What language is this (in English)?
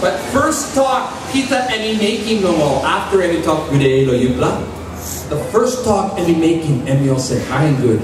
Tok Pisin